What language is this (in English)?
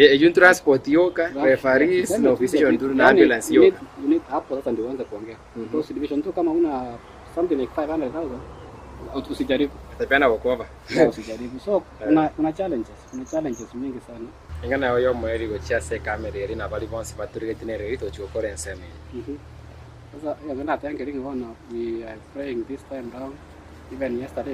Gusii